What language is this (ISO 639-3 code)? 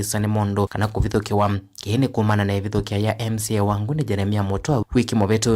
kam